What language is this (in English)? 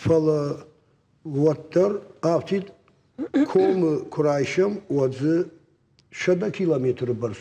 Ossetic